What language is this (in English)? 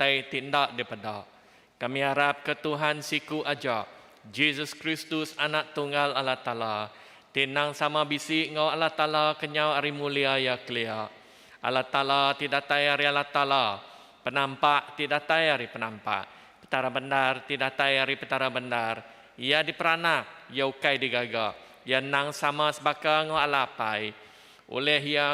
Iban